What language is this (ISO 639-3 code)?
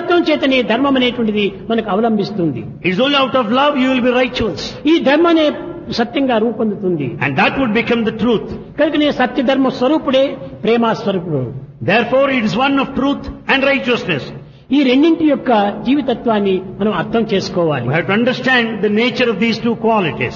tel